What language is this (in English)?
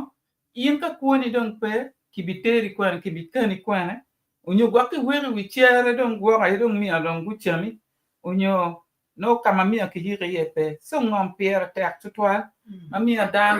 Acoli